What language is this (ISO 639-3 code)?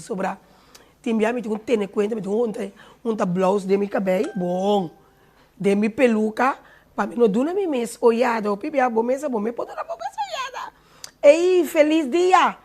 pap